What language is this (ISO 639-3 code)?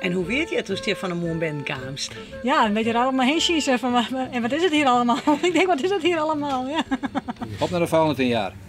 fry